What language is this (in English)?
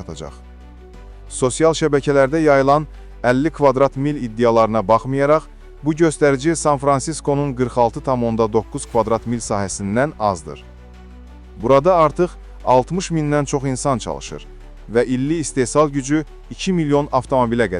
Azerbaijani